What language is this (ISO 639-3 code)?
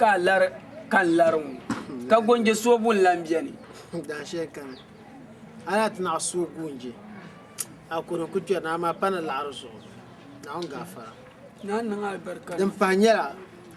dag